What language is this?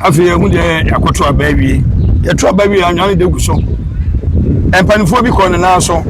Akan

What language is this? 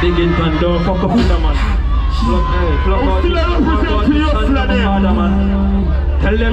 Jamaican Creole English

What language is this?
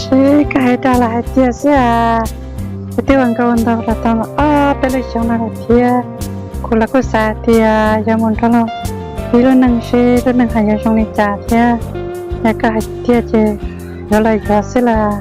Hmong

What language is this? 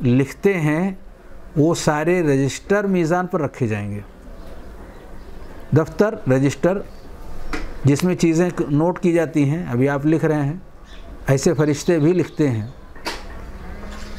Urdu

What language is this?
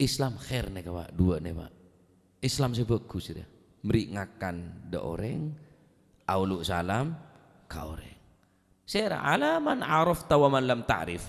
Madurese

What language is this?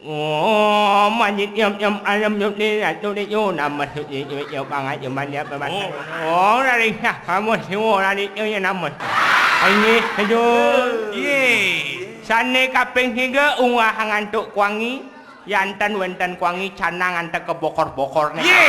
Balinese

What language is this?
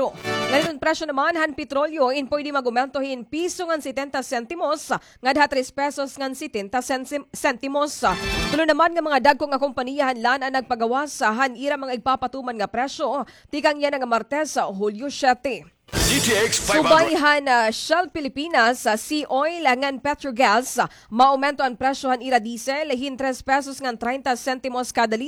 Waray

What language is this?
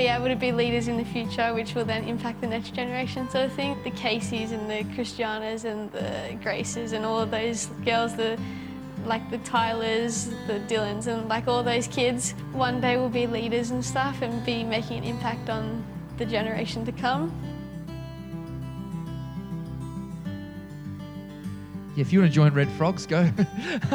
English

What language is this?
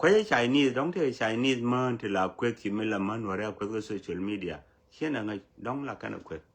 Nuer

